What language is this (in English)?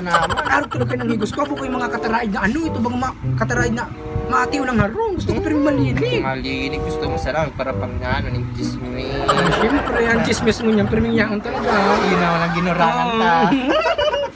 Bikol